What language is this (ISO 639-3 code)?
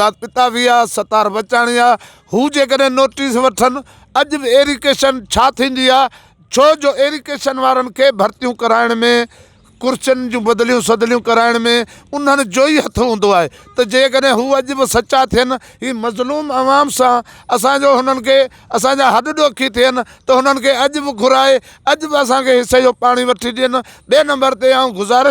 snd